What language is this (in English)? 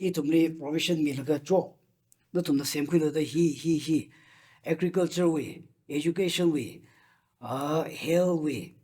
Tangkhul Naga (India)